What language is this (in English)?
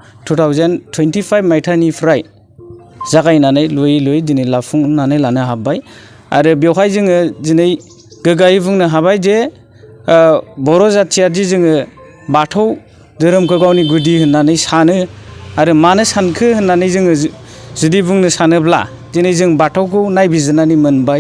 Bodo